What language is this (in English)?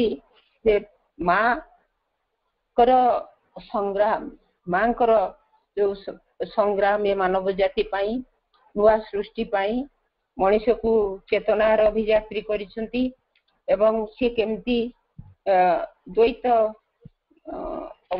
Odia